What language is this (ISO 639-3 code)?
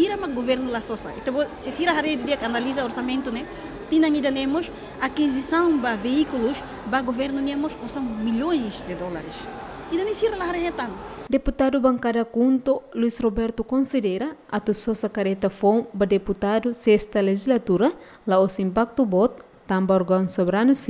tet